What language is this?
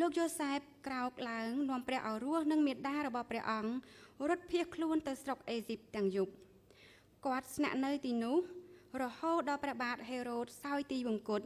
Khmer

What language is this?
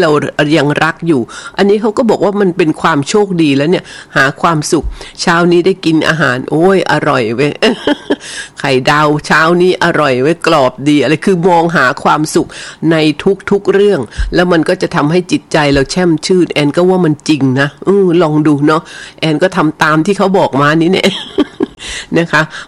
Thai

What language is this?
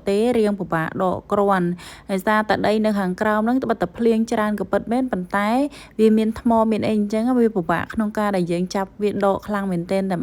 Khmer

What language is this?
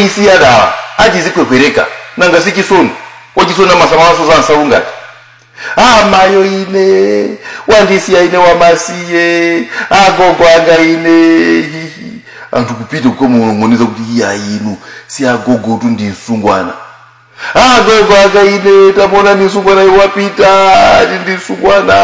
Nyanja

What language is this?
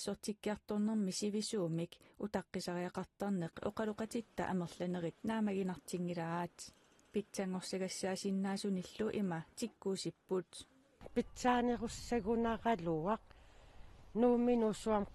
Kalaallisut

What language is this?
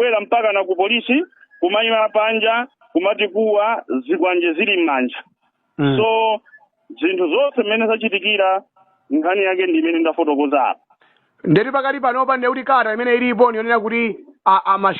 Nyanja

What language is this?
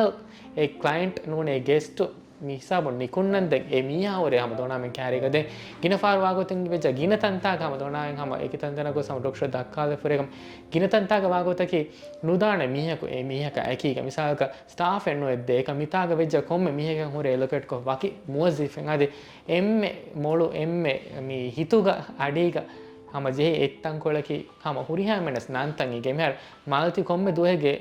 Divehi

